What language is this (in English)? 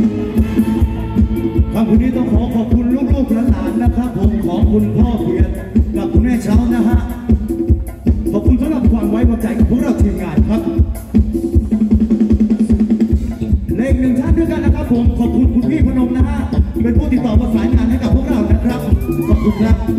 Thai